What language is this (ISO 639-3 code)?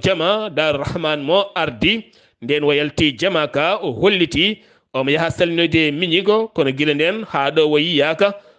ful